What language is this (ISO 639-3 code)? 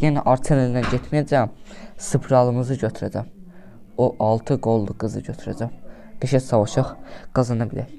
aze